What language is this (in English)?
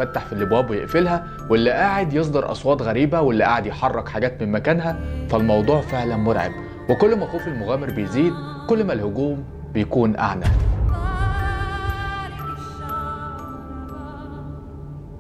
Egyptian Arabic